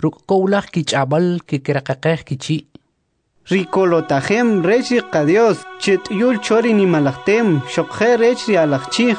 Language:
Kʼicheʼ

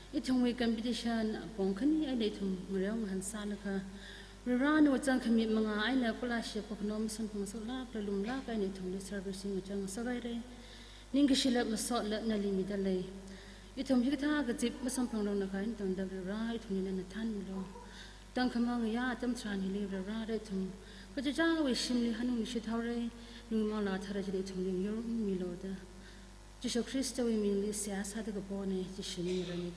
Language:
Tangkhul Naga (India)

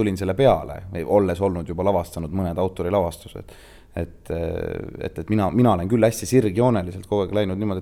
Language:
Estonian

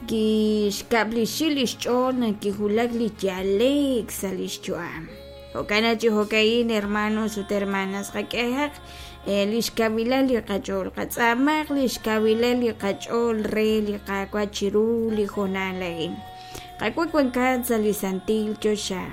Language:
Kekchí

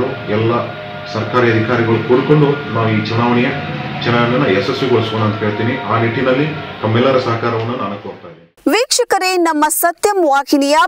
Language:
Kannada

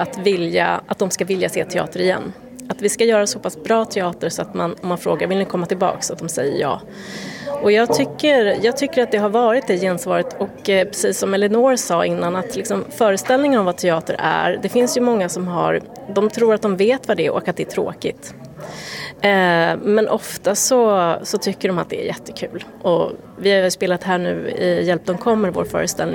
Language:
Swedish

